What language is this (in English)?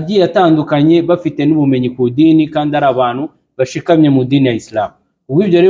Kinyarwanda